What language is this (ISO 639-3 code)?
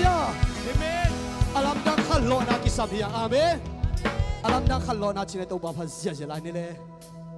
ctd